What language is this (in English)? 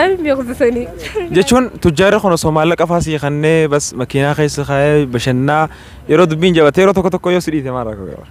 Oromo